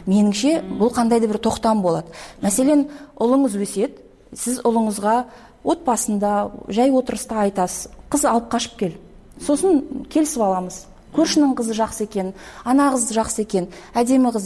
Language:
Kyrgyz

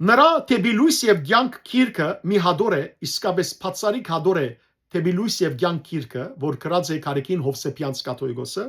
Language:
Western Armenian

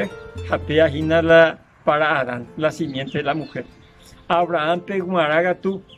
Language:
Guarani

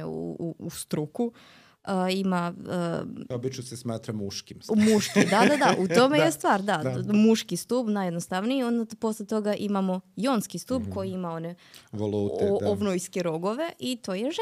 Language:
Serbian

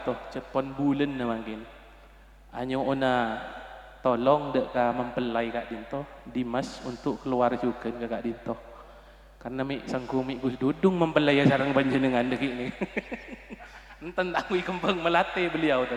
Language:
Madurese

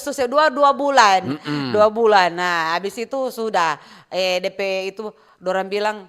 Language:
Manado Malay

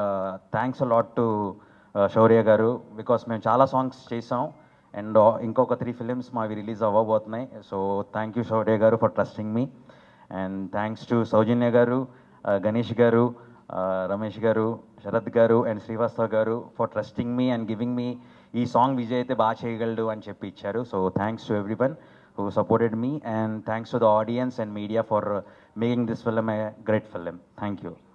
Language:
Telugu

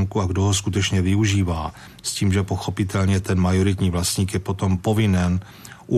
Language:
Czech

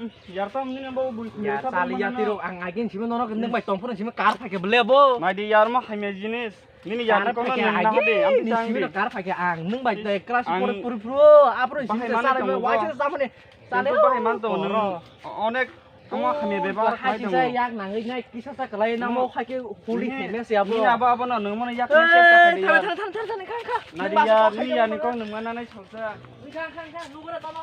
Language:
Kok Borok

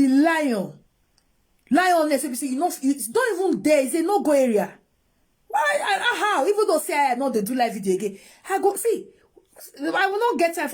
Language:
Nigerian Pidgin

